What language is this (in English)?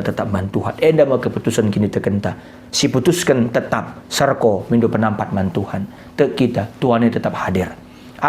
Batak Karo